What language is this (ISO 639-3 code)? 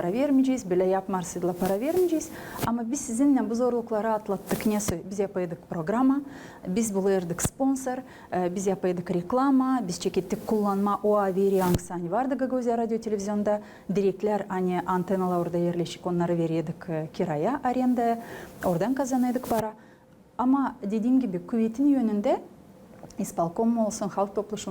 gag